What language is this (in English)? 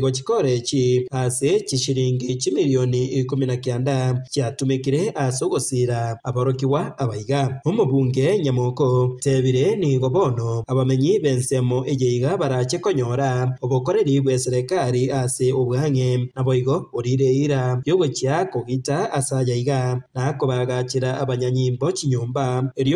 Gusii